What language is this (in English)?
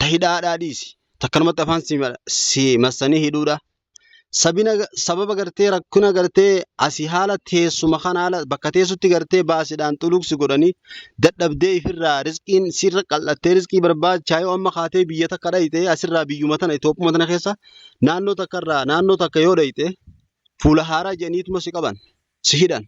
Oromo